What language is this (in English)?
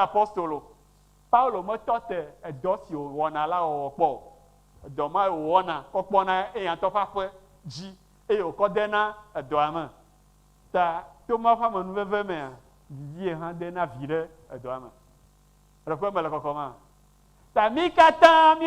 Ewe